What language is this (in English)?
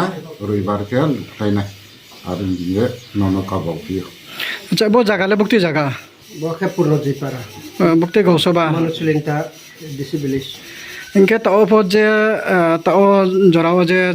Riang (India)